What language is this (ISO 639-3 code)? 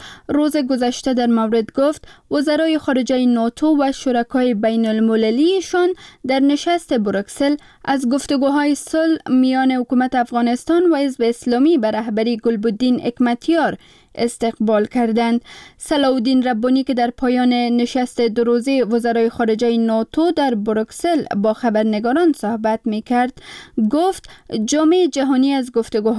fas